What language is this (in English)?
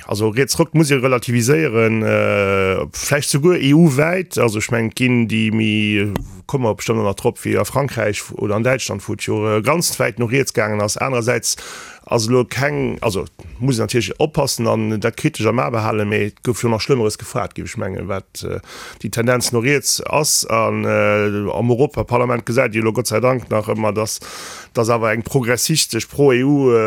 Luxembourgish